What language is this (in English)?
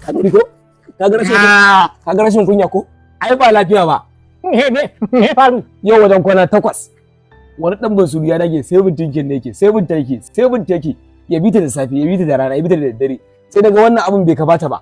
Hausa